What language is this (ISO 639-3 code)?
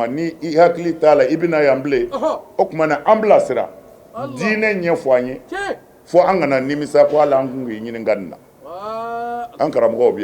bam